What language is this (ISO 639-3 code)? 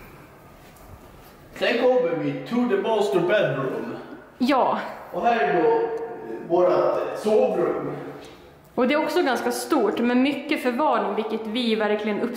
swe